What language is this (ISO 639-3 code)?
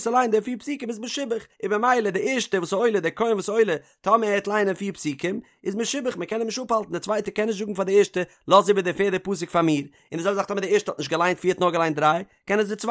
yid